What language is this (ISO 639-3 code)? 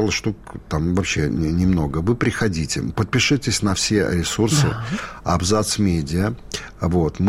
rus